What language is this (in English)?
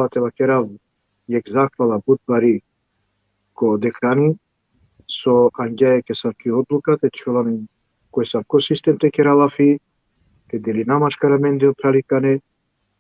Balkan Romani